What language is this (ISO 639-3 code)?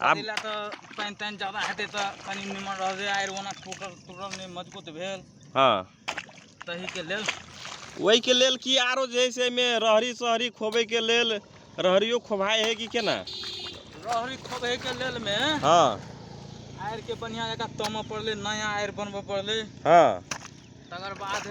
mag